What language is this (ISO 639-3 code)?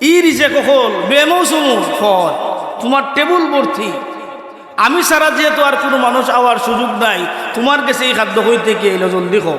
syl